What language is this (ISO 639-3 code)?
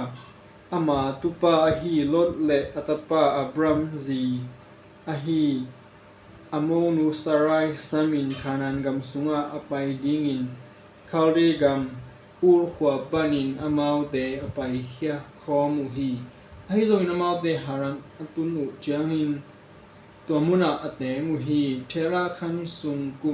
ctd